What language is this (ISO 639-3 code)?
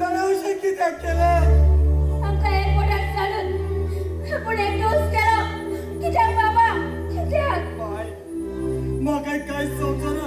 kok